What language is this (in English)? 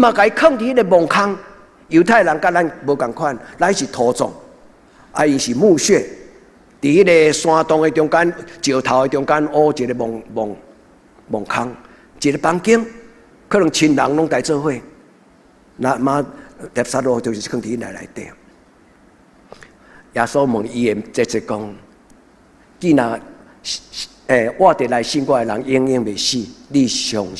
Min Nan Chinese